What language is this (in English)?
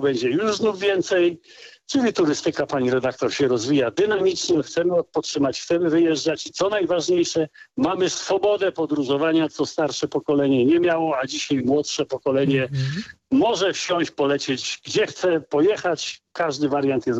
Polish